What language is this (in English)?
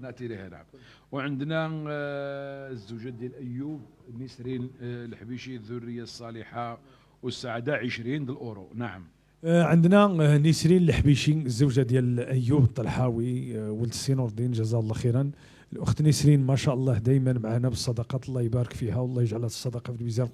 Moroccan Arabic